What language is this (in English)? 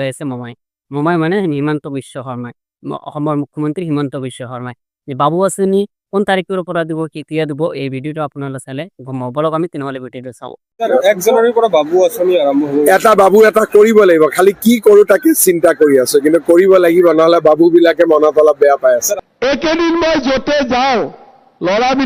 Assamese